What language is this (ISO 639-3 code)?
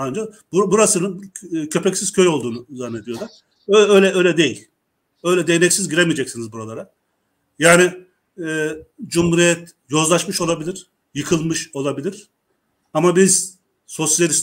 tur